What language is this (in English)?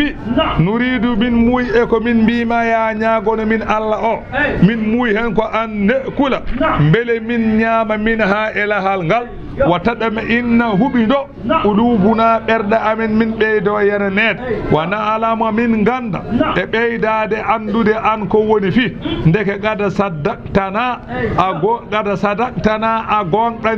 Fula